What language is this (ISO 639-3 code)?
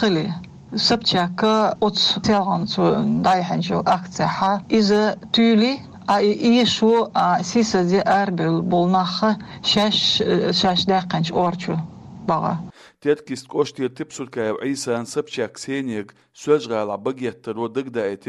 che